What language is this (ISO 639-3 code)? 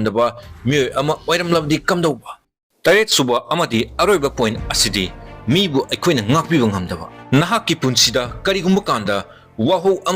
mni